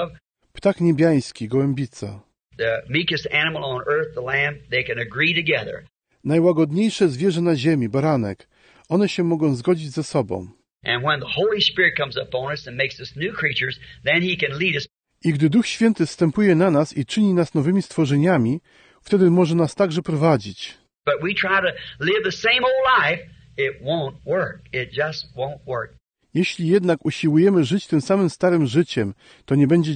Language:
Polish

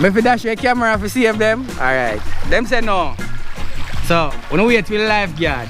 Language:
Jamaican Creole English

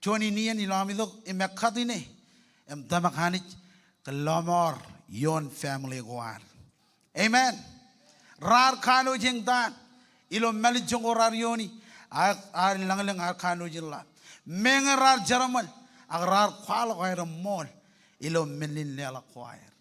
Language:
Marshallese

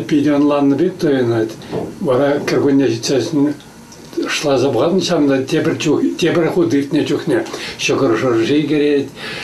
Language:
Chuvash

